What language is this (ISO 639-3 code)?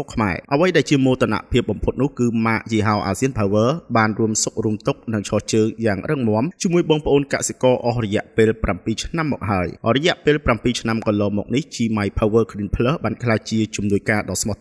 khm